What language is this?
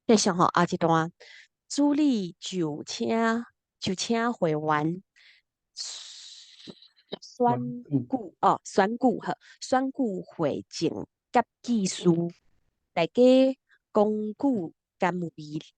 Min Nan Chinese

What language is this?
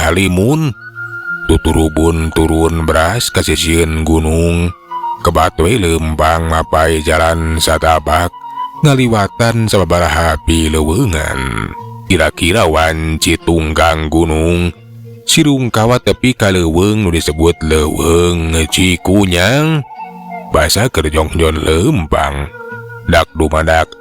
Sundanese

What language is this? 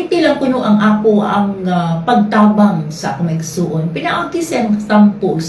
Cebuano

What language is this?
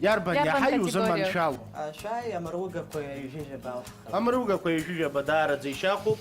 Abkhazian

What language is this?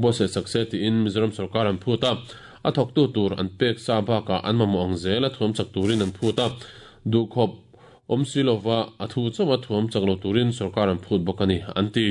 Mizo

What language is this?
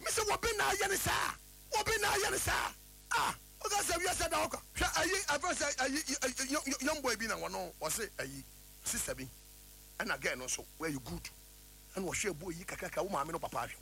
Akan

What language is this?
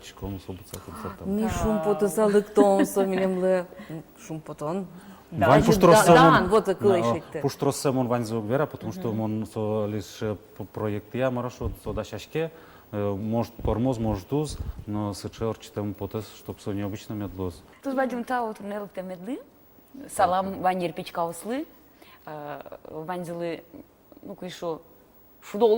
Udmurt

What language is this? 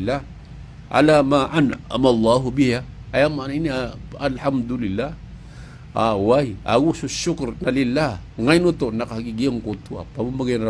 Maranao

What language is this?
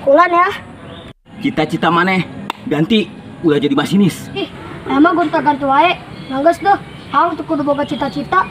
Sundanese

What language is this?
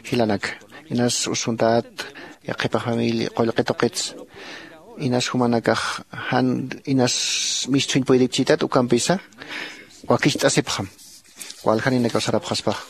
Aymara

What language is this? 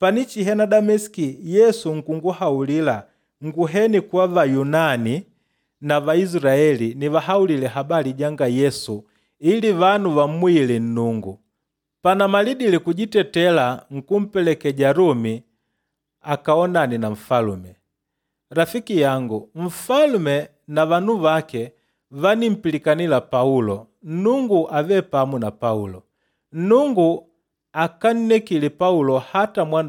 Makonde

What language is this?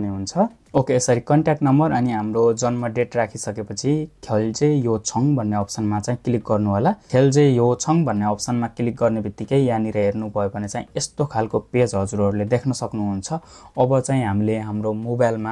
Nepali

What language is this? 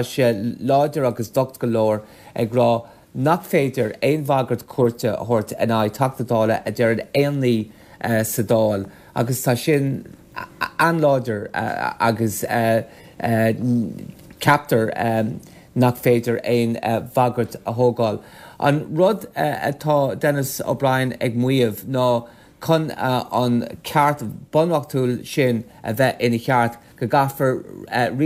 Irish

